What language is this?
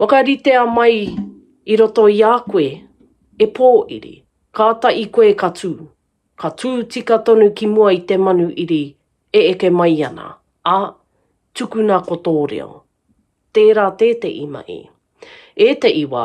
Māori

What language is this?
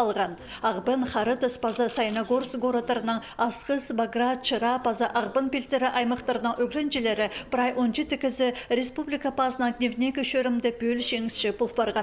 Khakas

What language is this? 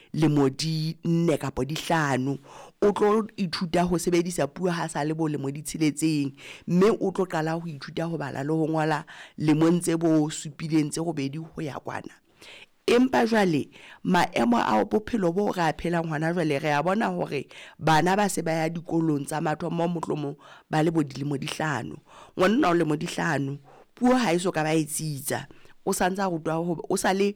Southern Sotho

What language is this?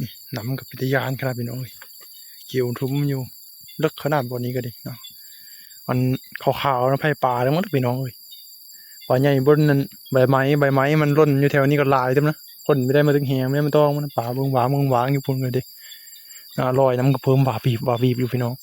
Northeastern Thai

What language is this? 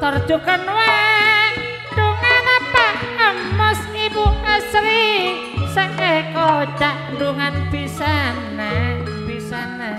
Madurese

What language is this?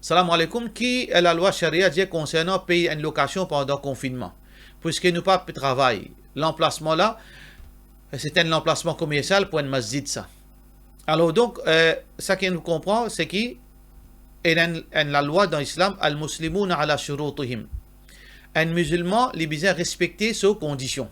Morisyen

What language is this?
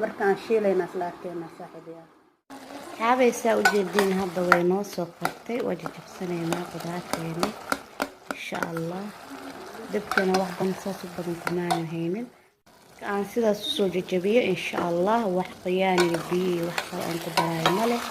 Somali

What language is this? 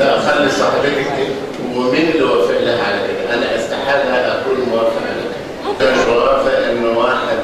Egyptian Arabic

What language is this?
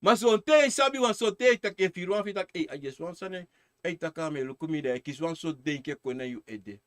Sranan Tongo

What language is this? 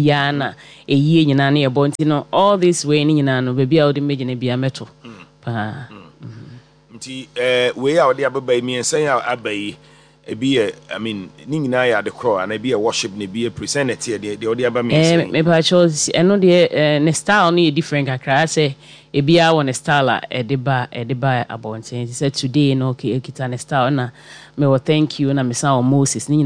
Akan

